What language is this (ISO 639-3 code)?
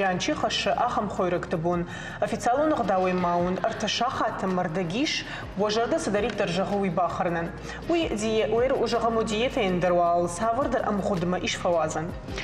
oss